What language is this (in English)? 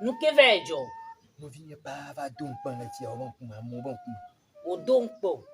Ewe